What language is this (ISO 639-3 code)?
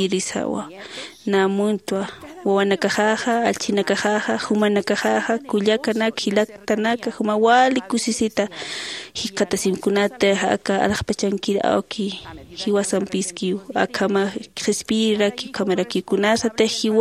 aym